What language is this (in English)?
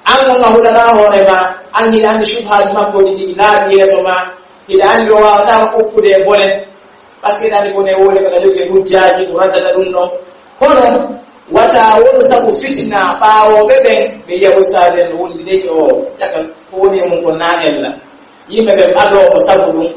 Pular